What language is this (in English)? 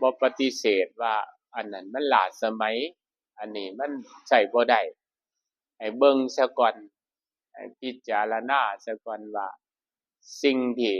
Lao